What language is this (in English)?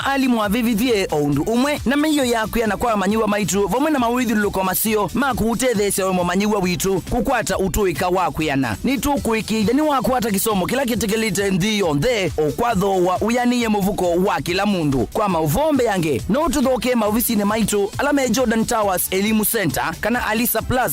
Kamba